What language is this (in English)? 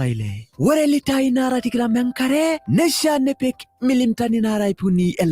Masai